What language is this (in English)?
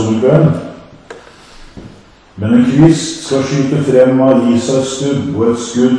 Norwegian